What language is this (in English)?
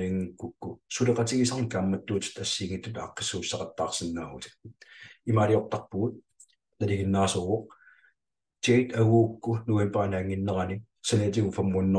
Kalaallisut